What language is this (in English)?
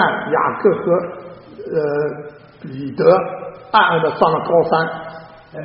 Chinese